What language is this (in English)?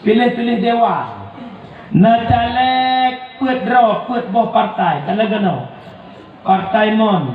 Achinese